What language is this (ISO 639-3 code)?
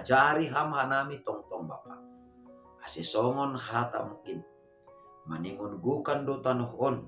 bts